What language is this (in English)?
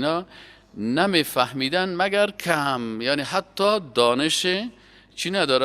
Persian